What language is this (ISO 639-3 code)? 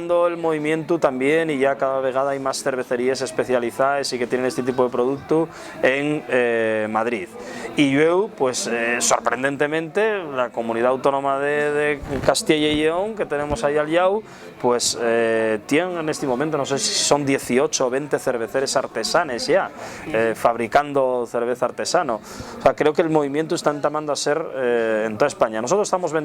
ast